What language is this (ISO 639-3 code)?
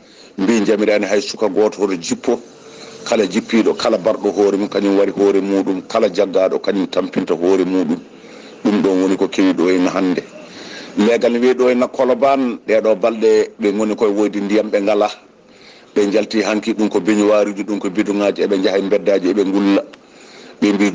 ful